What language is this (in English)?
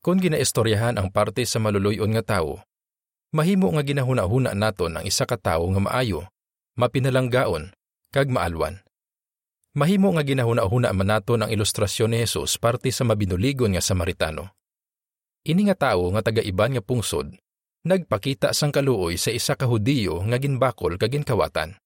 Hiligaynon